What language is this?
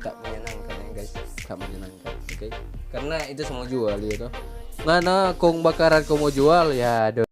Manado Malay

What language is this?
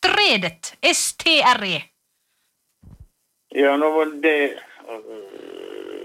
Norwegian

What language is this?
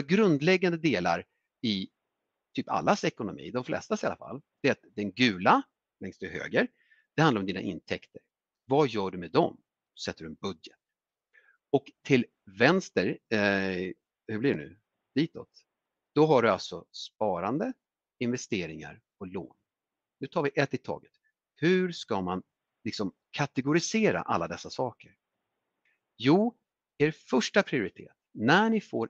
Swedish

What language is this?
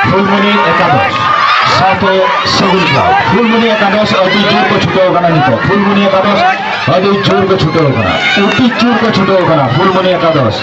Santali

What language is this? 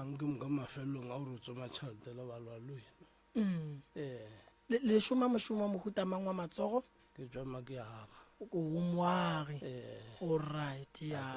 Northern Sotho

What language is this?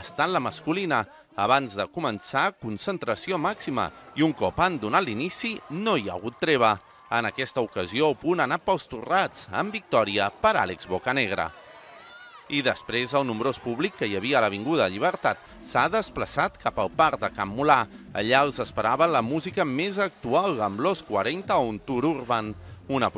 Catalan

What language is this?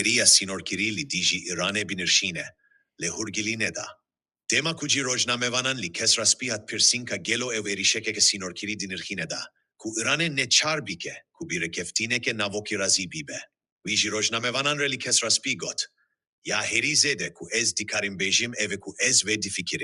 Kurdish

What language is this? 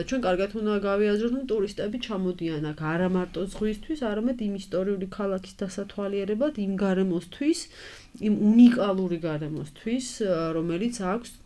Georgian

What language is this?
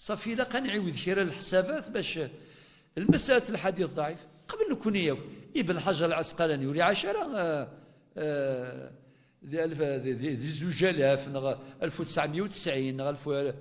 Kabyle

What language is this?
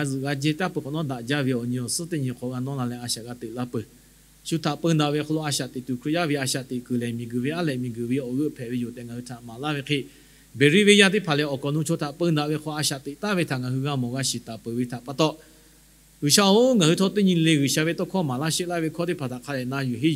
Lahu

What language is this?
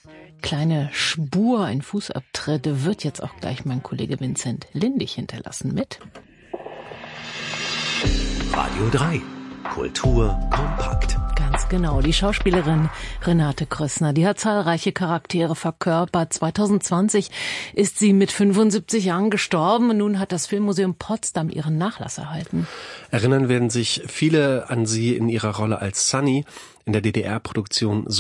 German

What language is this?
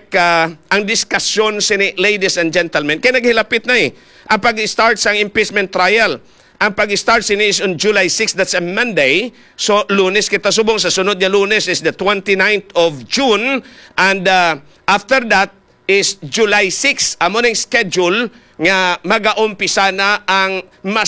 Hiligaynon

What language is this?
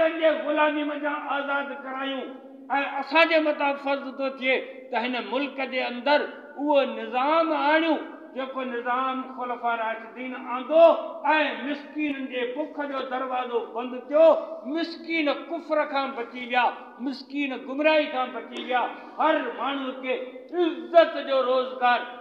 Sindhi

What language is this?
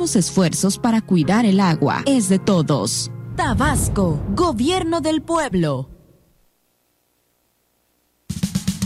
Spanish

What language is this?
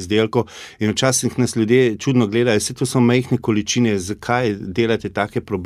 Slovenian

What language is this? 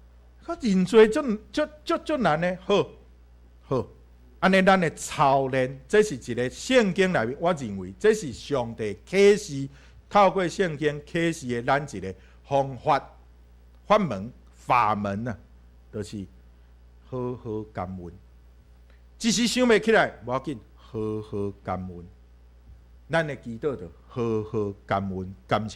Min Nan Chinese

